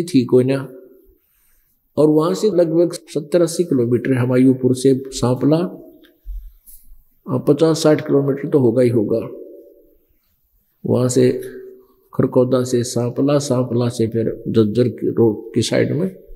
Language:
Hindi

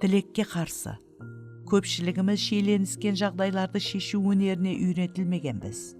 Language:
Kara-Kalpak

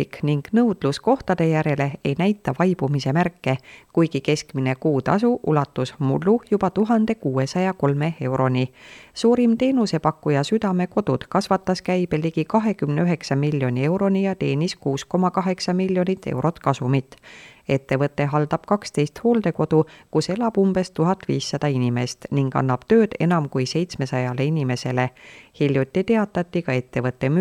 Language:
Estonian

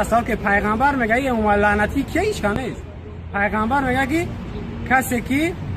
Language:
Tajik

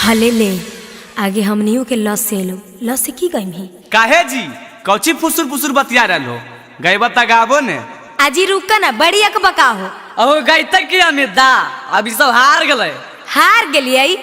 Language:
Magahi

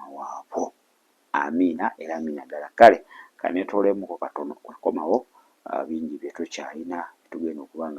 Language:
Ganda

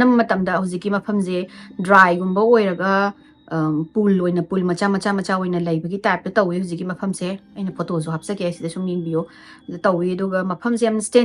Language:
Manipuri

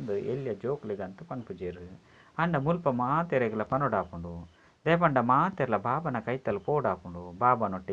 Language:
Tulu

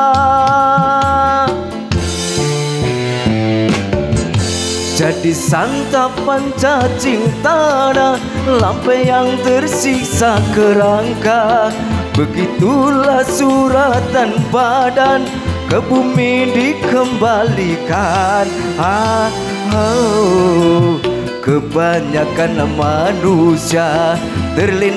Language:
Indonesian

